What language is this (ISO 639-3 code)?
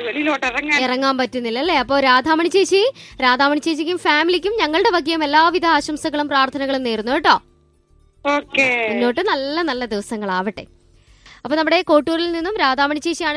mal